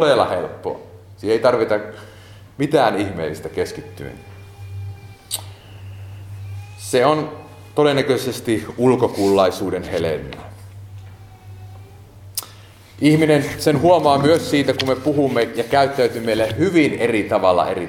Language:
Finnish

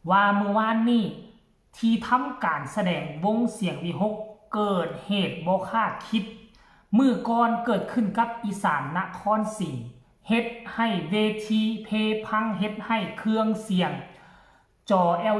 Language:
Lao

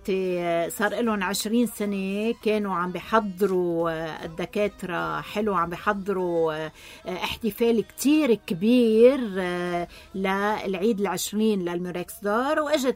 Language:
North Levantine Arabic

